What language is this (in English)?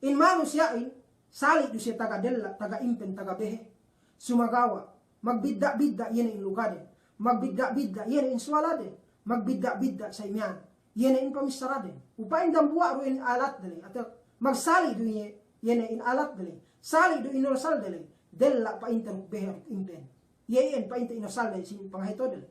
Yakan